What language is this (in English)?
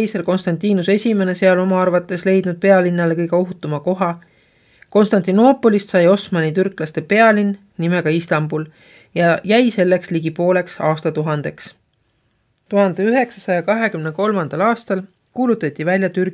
Estonian